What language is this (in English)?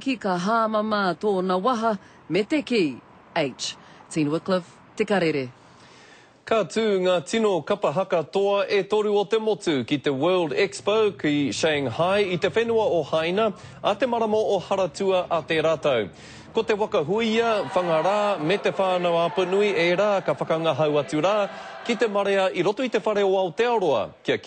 Māori